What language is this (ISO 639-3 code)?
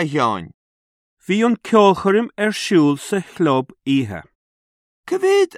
gle